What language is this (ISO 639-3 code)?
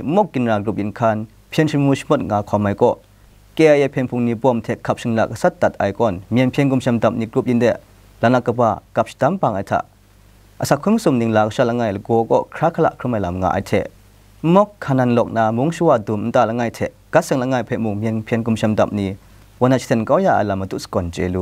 kac